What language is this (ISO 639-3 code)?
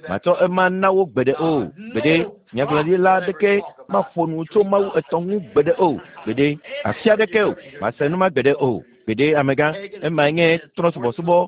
ewe